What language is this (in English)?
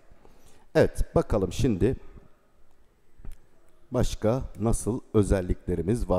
Turkish